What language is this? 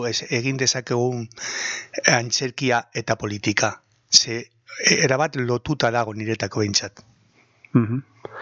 Basque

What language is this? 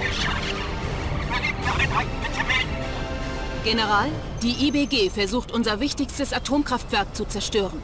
Bavarian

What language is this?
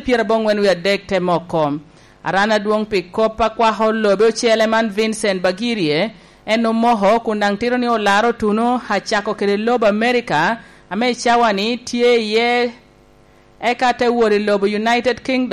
Lango (Uganda)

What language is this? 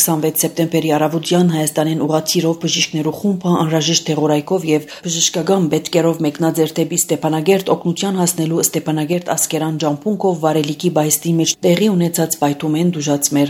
Armenian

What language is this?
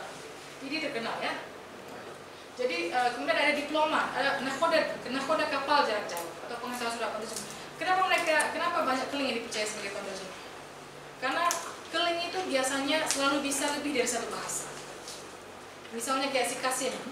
Indonesian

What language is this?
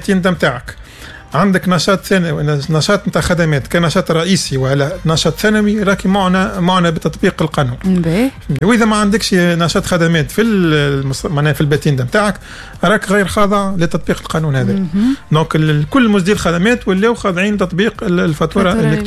Tunisian Arabic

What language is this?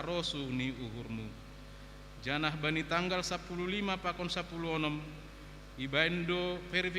Batak Simalungun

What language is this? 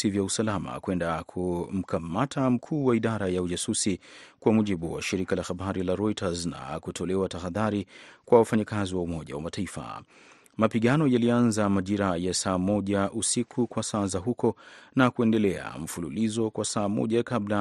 Swahili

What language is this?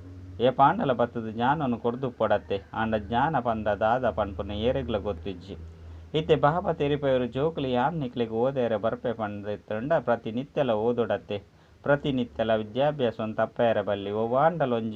Tulu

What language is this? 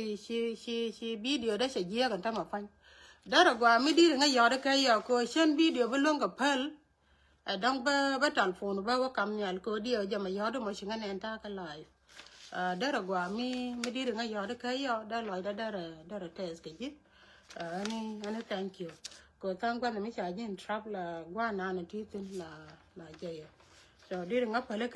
Nuer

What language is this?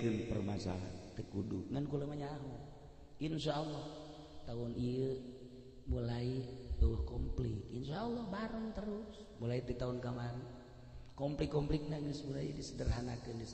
Sundanese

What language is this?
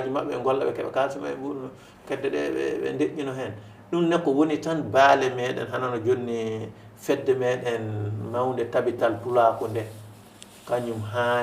Fula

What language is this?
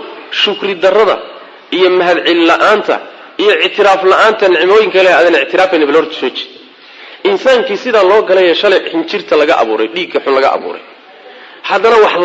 Somali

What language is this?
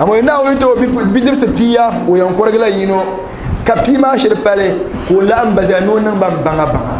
Dagbani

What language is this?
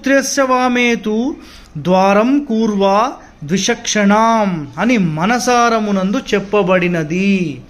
Telugu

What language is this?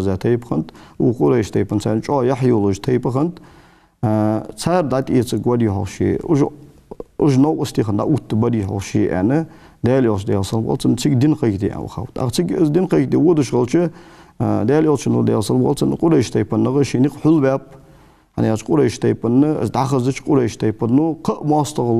Ingush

